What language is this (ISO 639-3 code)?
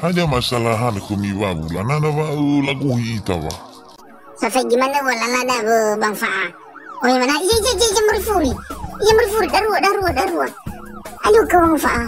nia